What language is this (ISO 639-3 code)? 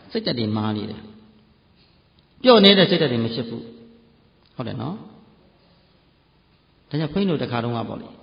mya